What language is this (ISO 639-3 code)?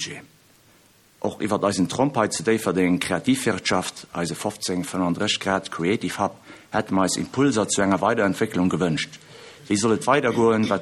ltz